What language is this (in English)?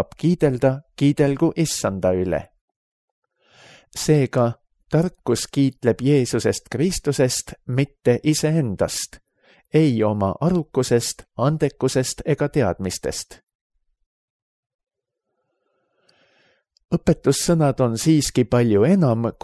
Estonian